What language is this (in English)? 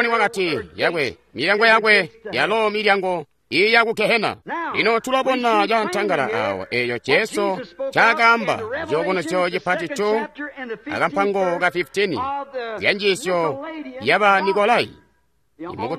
Tonga (Zambia)